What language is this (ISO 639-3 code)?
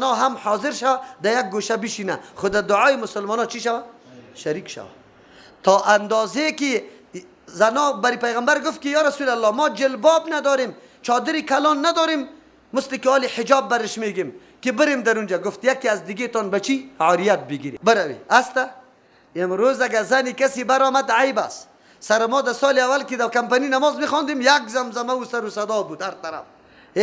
fas